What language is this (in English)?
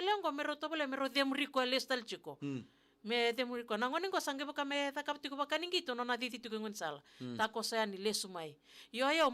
Fijian